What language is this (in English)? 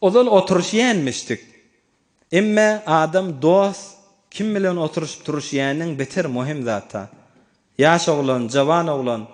Turkmen